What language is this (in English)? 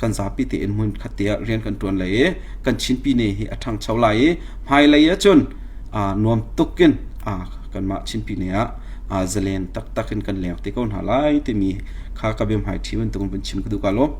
Hakha Chin